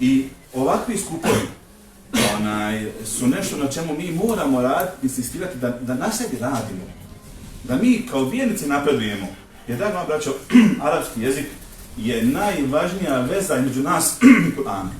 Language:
Bosnian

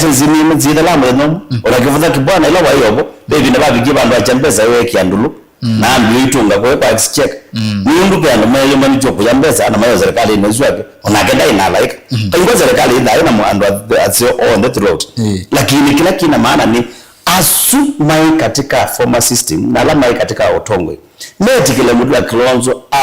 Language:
Kamba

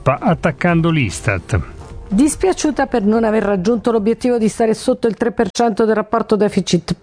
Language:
Italian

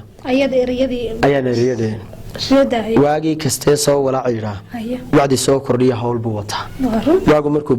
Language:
Somali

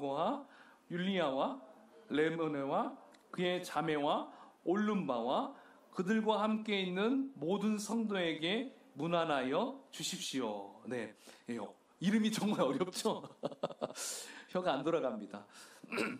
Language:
Korean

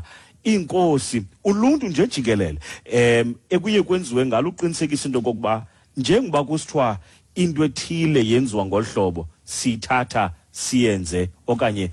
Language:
Xhosa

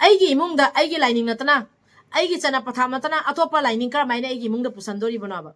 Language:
Manipuri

